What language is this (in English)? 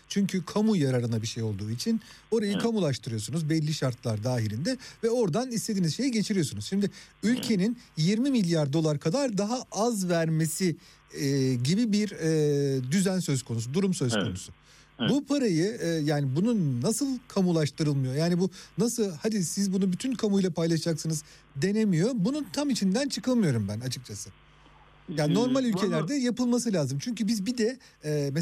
Turkish